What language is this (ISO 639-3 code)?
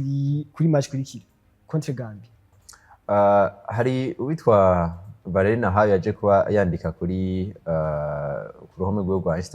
run